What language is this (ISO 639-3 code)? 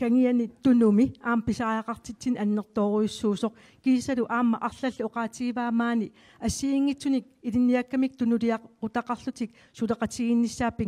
kal